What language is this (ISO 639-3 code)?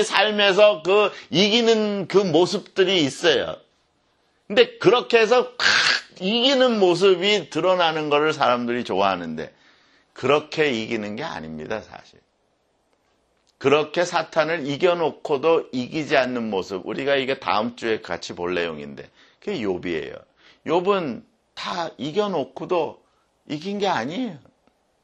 kor